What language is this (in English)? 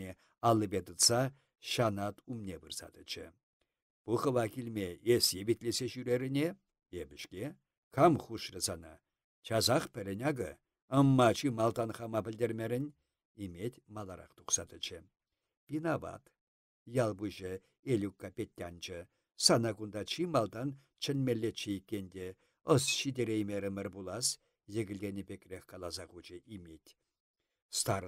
Chuvash